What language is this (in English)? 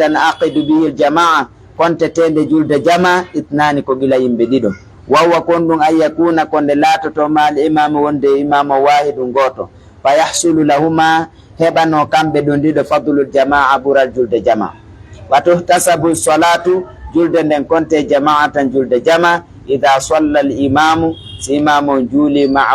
Fula